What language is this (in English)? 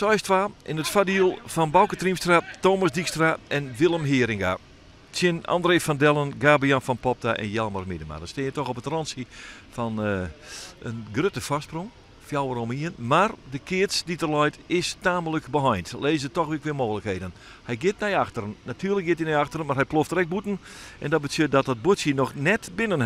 Western Frisian